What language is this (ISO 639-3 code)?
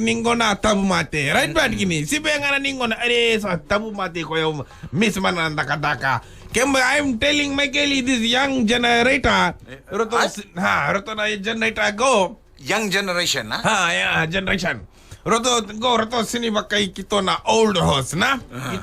fij